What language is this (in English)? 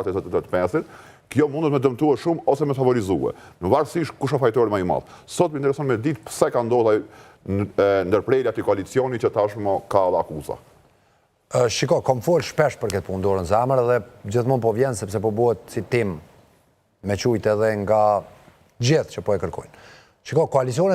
Albanian